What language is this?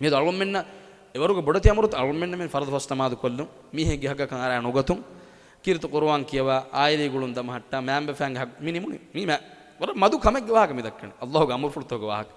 Divehi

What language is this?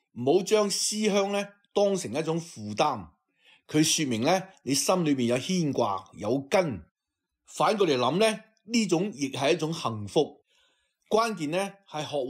Cantonese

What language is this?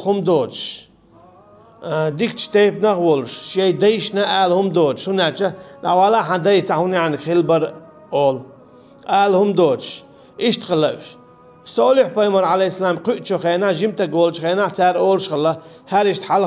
Chechen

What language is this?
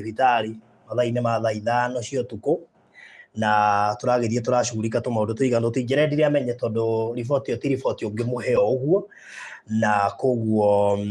Kikuyu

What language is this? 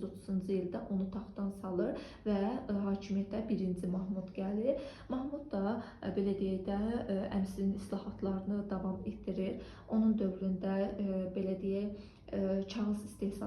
Azerbaijani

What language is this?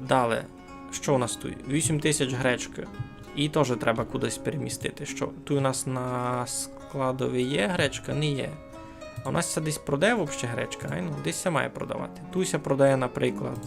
Rusyn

